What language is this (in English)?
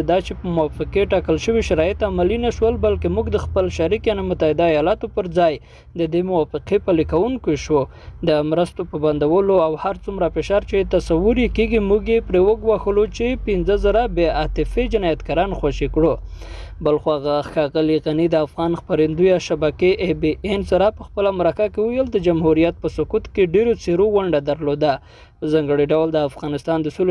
Pashto